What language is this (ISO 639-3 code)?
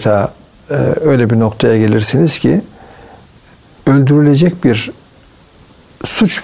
tur